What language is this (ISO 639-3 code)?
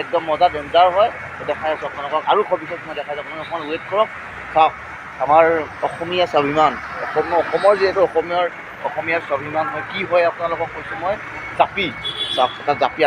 asm